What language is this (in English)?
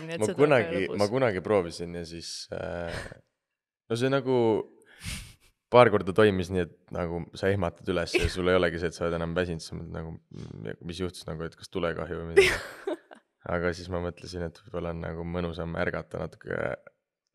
Estonian